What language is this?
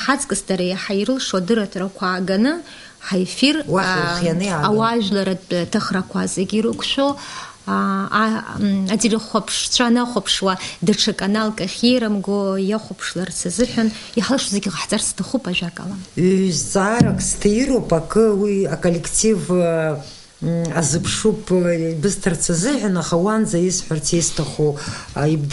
Abkhazian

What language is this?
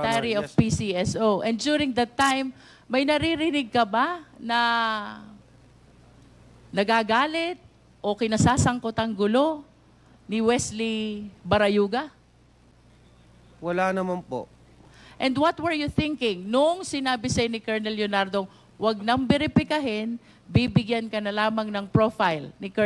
Filipino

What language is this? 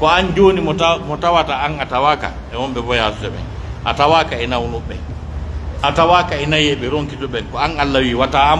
Pular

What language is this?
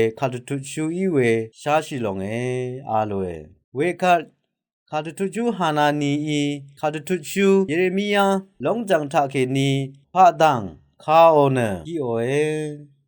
Rawang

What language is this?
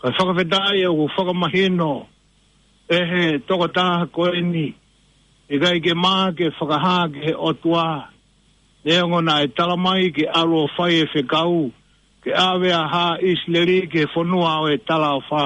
Tongan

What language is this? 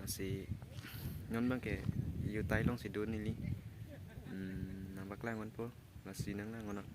Karbi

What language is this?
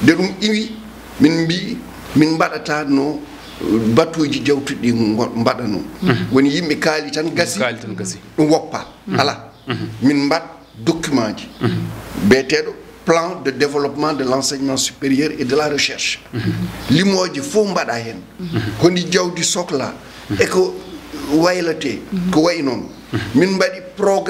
Fula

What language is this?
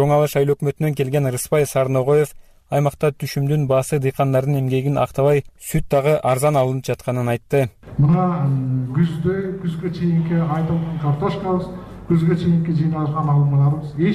Kyrgyz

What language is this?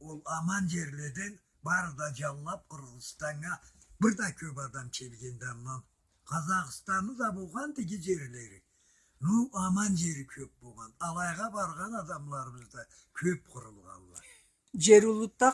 Karachay-Balkar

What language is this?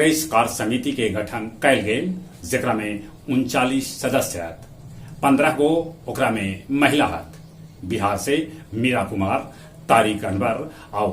Magahi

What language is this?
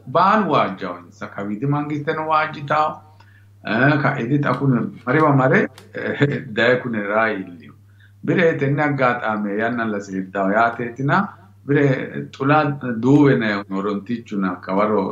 Sidamo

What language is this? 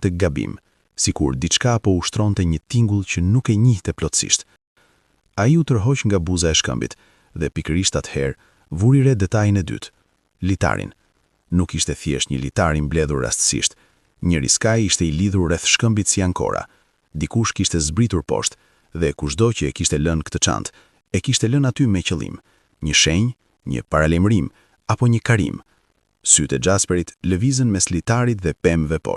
Albanian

